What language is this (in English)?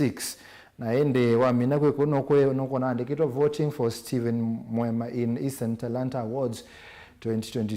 Kamba